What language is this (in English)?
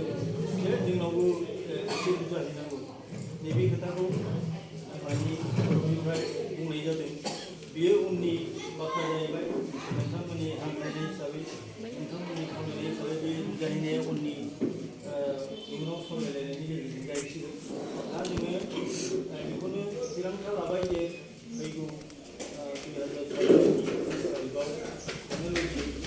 Bodo